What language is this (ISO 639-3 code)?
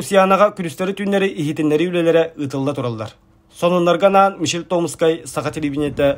sah